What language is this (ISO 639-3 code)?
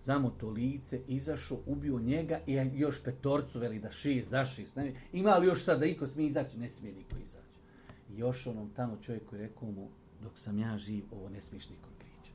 bos